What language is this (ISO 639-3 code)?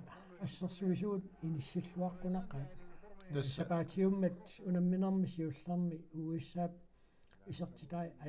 kal